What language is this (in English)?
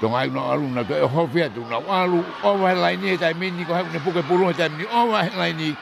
Tongan